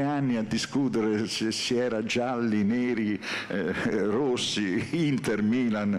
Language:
Italian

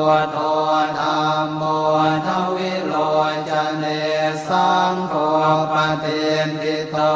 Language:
Pali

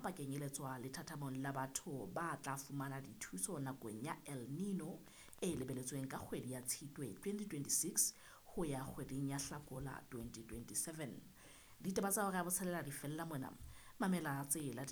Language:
Southern Sotho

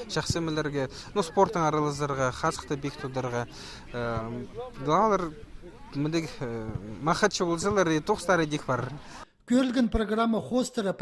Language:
Khakas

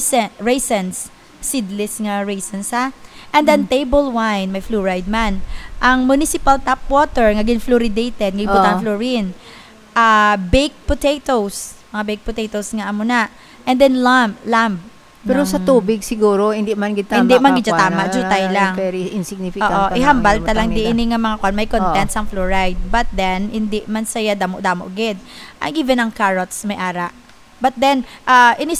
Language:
Hiligaynon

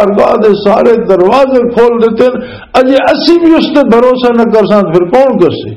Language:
Western Panjabi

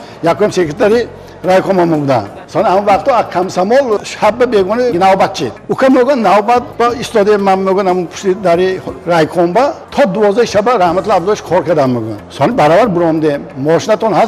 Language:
Tajik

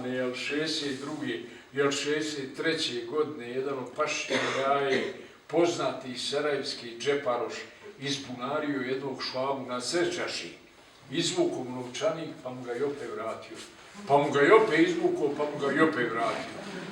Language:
Bosnian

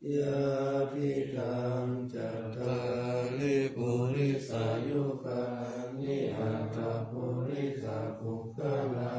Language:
Pali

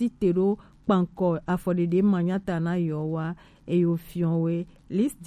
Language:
Gen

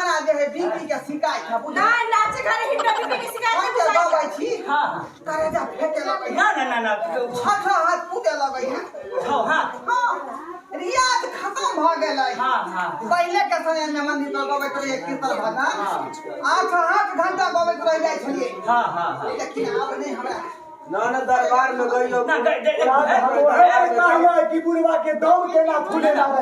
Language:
Maithili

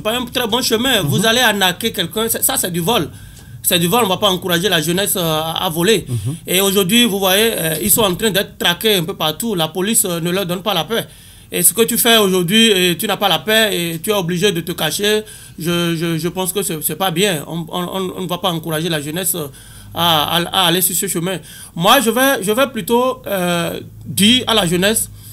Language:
French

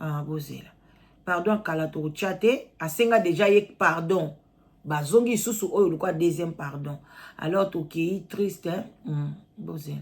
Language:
Lingala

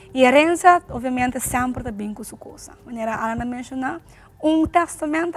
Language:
Papiamento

